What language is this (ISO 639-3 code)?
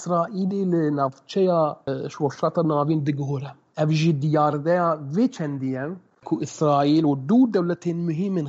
kur